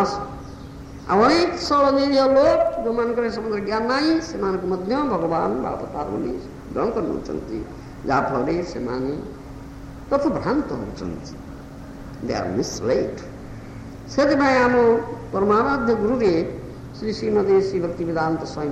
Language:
Odia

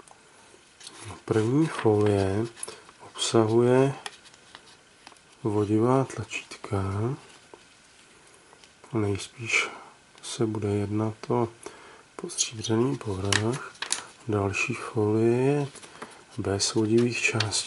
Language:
Czech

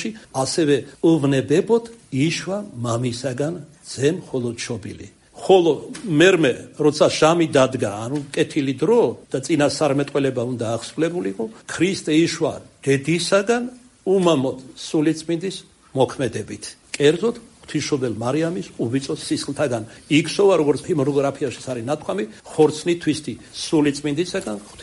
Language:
Georgian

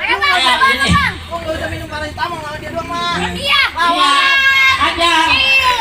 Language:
Betawi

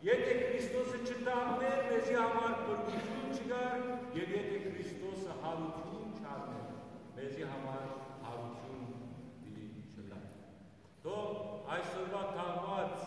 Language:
Western Armenian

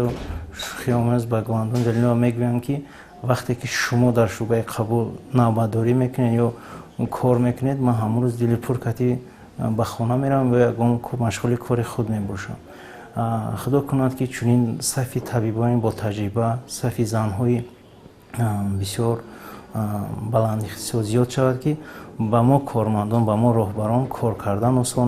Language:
Tajik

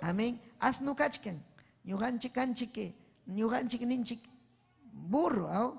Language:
Ayacucho Quechua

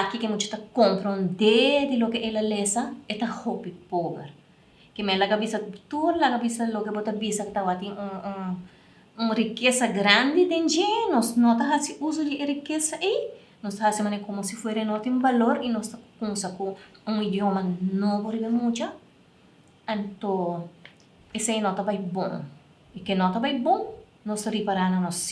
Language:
Papiamento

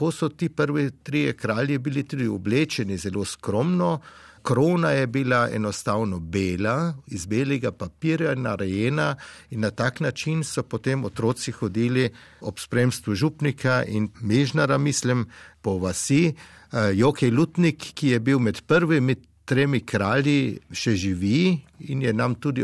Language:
Slovenian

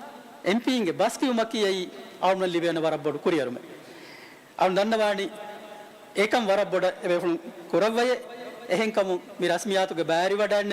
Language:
Divehi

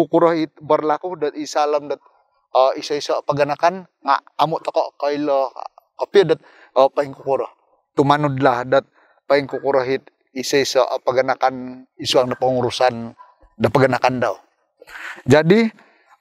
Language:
Central Dusun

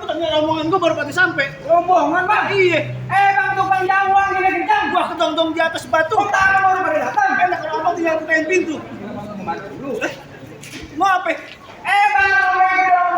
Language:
Betawi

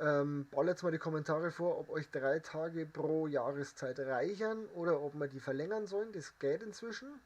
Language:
Bavarian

